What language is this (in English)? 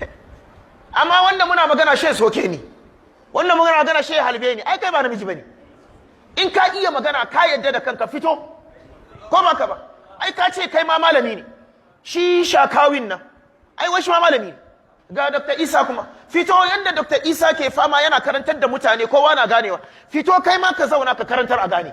Hausa